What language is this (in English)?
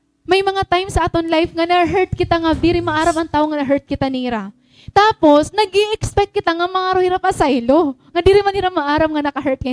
Waray